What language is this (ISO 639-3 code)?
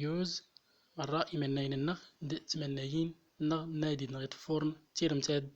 tzm